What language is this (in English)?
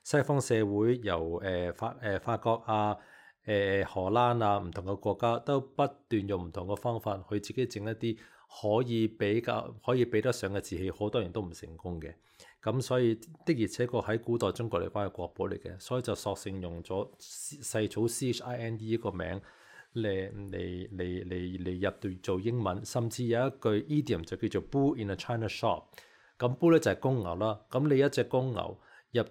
Cantonese